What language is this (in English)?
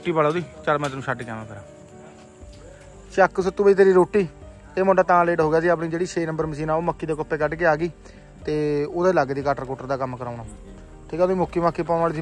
Punjabi